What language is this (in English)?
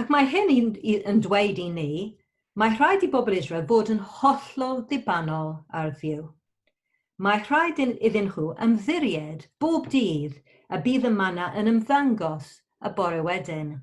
Welsh